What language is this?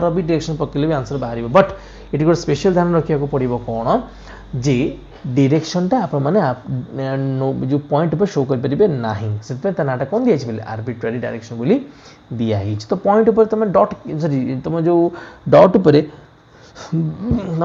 Odia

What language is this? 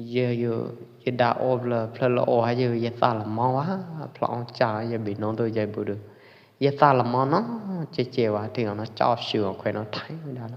Pwo Eastern Karen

